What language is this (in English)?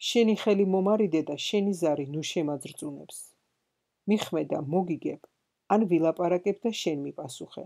Georgian